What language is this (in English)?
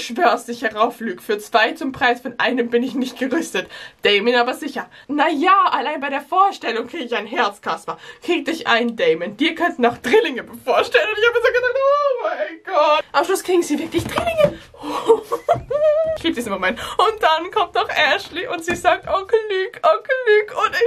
German